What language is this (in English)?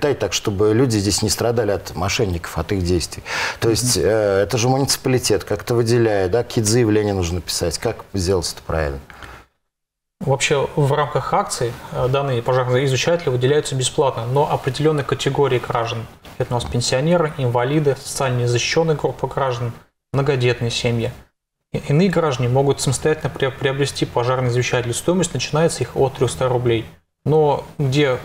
Russian